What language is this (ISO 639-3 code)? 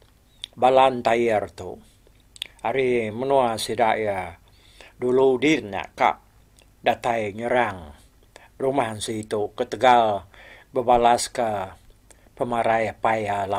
iba